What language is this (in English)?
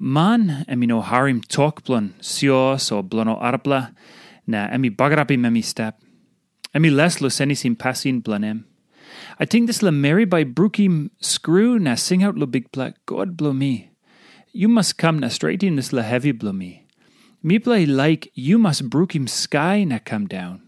Tok Pisin